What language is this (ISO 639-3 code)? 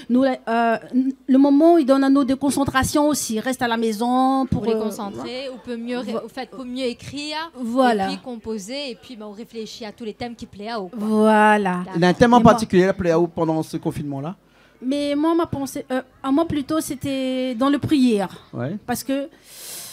rcf